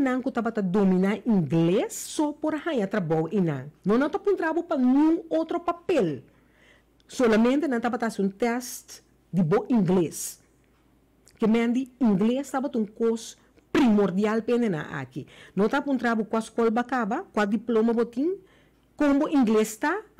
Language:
Papiamento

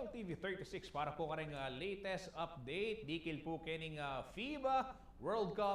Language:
Pampanga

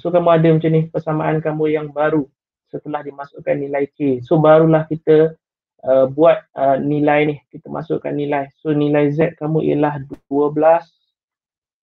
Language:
Malay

